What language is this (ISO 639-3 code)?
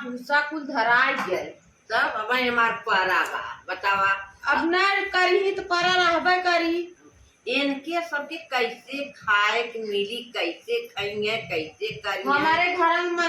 awa